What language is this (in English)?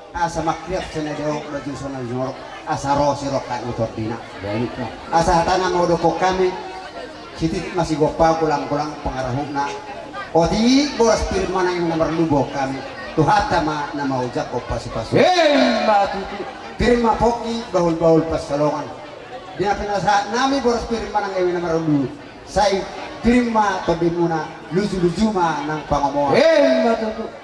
Batak Toba